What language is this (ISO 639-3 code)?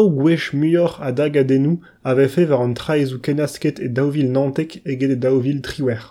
bre